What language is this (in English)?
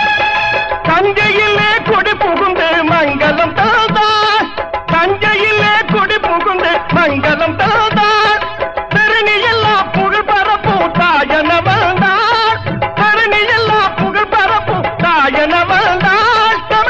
Tamil